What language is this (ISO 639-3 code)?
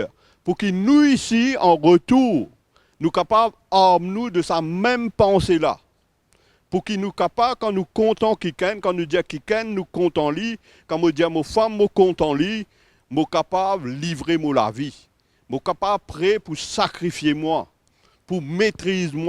mfe